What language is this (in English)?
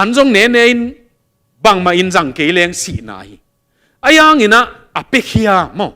Tedim Chin